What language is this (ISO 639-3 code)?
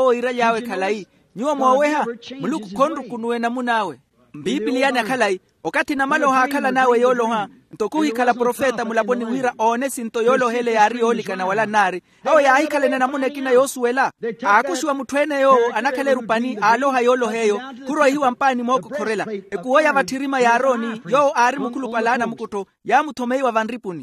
vmw